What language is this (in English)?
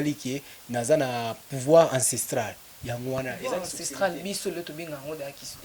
Lingala